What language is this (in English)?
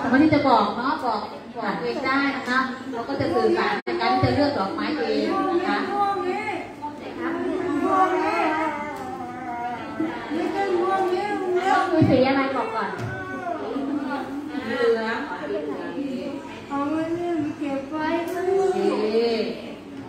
Thai